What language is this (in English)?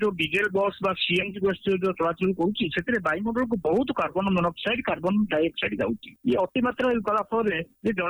Odia